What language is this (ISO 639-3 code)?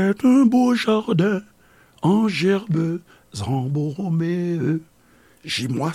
hat